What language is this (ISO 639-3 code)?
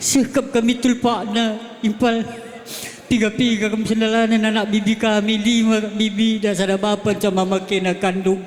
btx